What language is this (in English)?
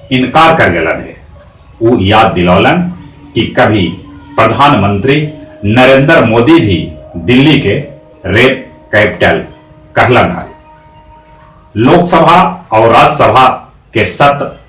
Magahi